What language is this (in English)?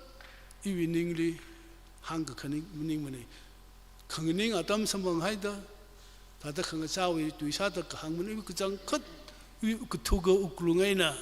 Tangkhul Naga (India)